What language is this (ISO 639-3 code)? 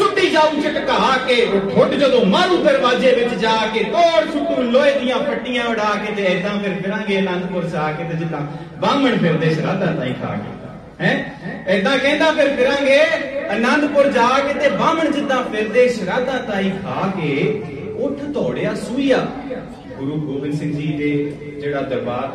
pan